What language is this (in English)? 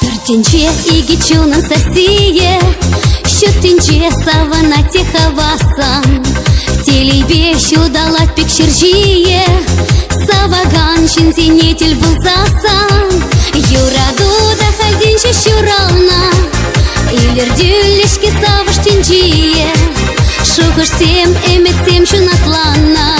Chuvash